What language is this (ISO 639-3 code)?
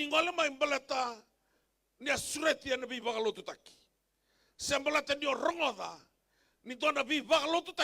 fij